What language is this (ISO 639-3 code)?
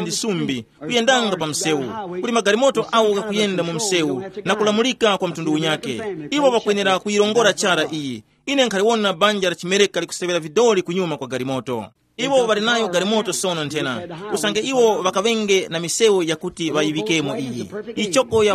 tum